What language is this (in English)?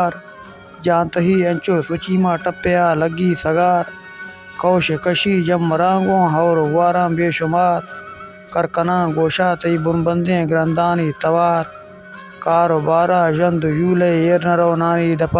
Baluchi